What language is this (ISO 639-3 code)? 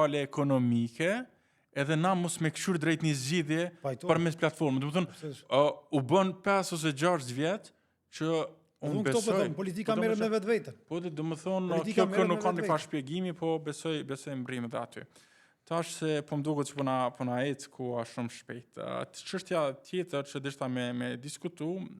sqi